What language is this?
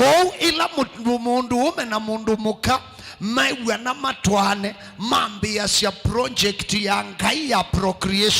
Kamba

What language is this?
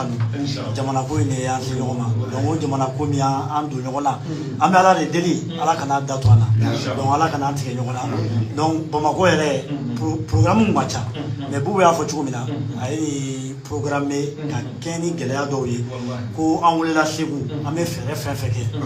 Bambara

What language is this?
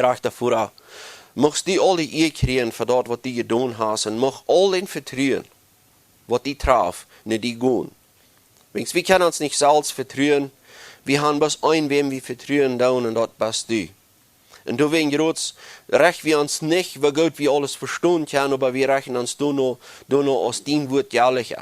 Plautdietsch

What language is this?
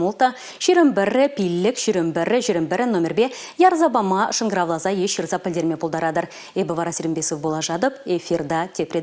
Chuvash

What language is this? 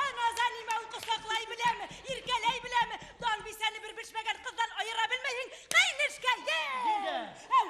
Bashkir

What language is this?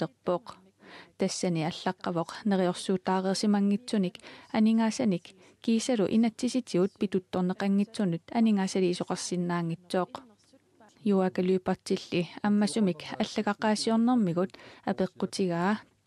Kalaallisut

